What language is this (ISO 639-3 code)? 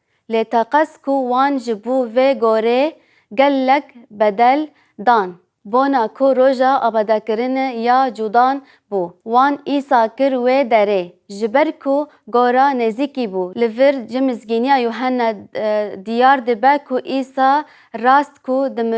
kur